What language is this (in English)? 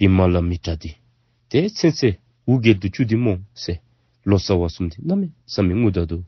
Dzongkha